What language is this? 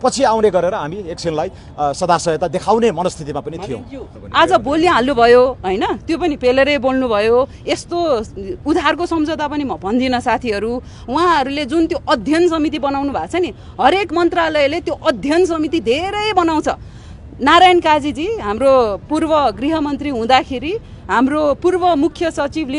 Nepali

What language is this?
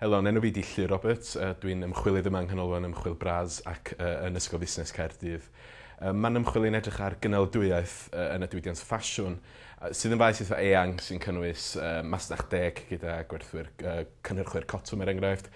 Welsh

